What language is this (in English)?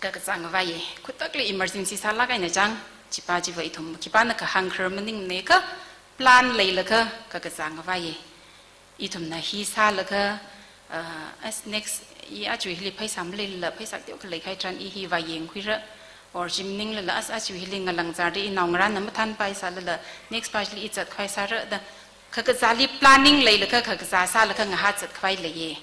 Tangkhul Naga (India)